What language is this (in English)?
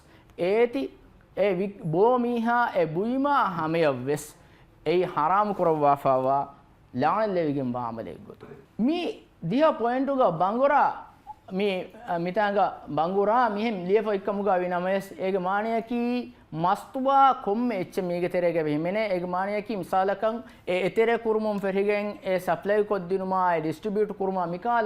Divehi